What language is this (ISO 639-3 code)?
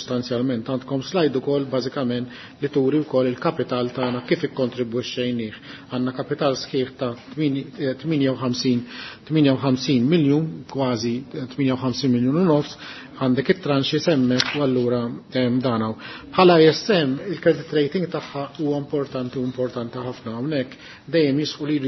mlt